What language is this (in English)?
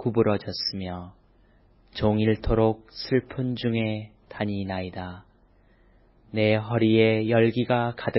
Korean